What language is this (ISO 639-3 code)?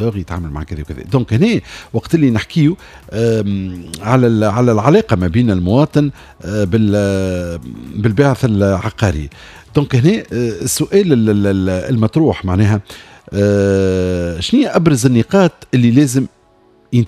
aeb